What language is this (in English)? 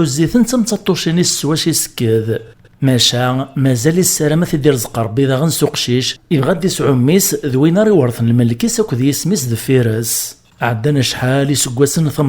Kabyle